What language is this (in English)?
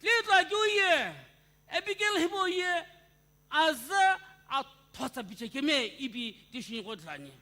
Sumi Naga